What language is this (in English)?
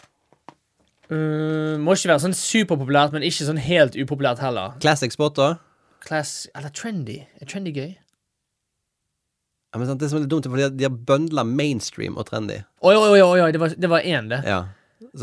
Norwegian